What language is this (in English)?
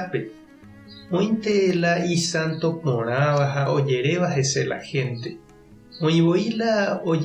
Guarani